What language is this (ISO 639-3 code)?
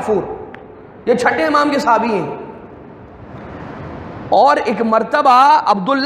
urd